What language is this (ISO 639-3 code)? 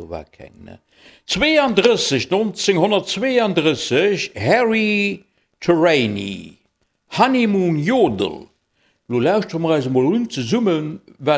ltz